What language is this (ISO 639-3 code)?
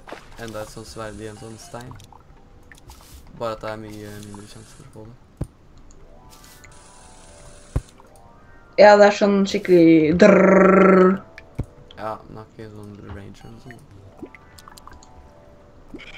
nor